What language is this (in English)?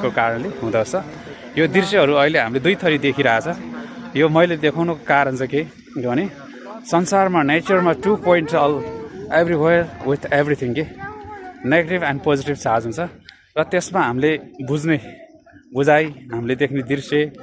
Nepali